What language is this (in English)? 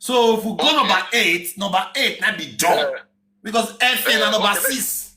Nigerian Pidgin